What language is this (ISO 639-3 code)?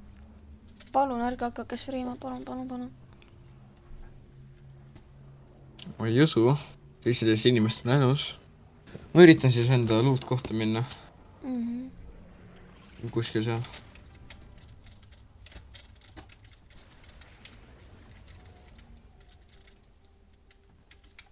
est